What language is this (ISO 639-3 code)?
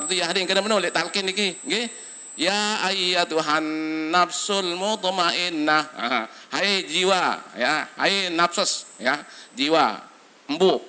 sas